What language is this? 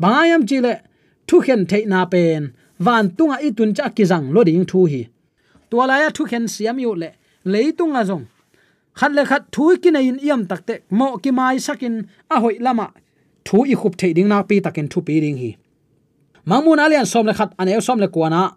Tedim Chin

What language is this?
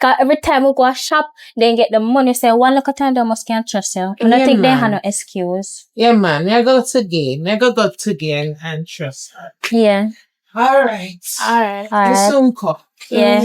Jamaican Creole English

